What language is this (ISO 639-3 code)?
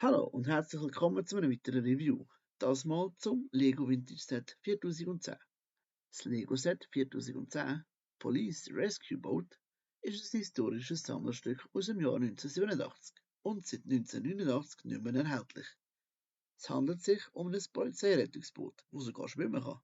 gsw